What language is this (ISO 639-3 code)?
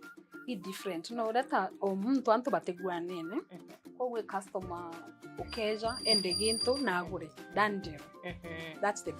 mer